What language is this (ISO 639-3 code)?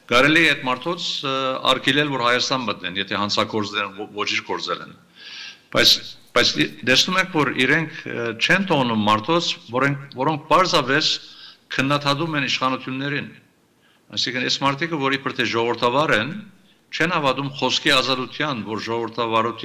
hye